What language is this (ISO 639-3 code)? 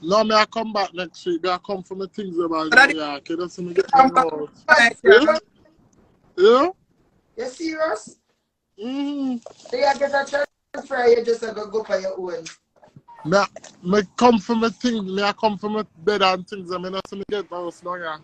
jam